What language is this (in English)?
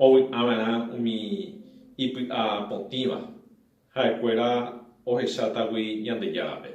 Guarani